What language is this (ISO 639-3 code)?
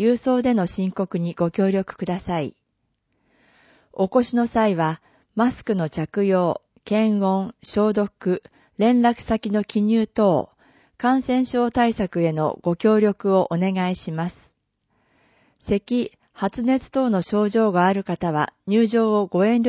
jpn